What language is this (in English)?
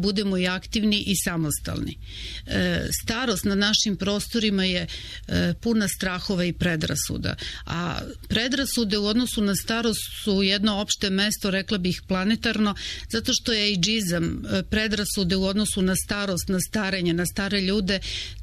Serbian